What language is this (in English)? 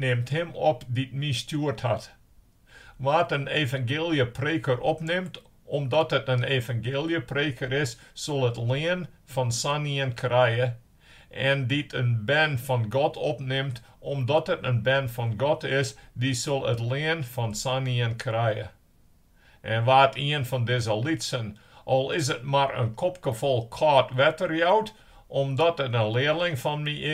Western Frisian